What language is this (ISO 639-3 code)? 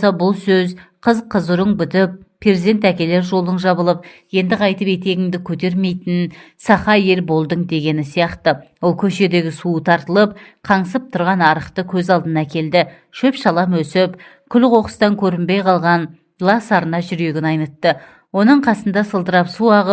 kaz